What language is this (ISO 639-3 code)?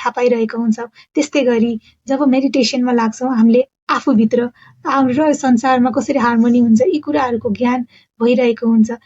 nep